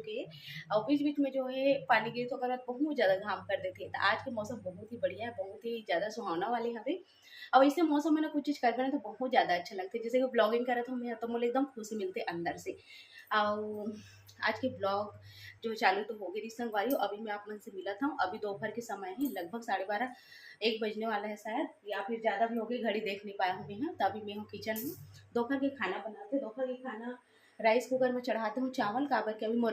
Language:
Chhattisgarhi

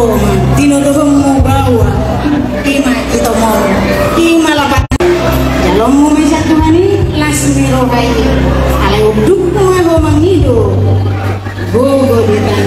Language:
Batak Toba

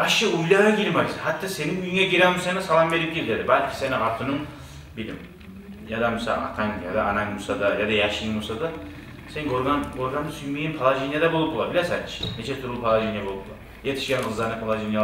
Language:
Kumyk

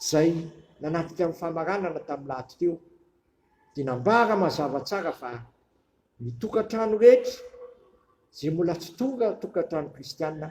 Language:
Malagasy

